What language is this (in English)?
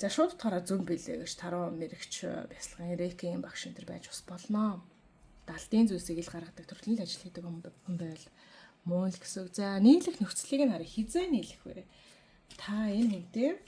Mongolian